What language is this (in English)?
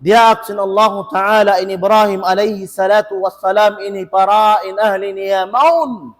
Tausug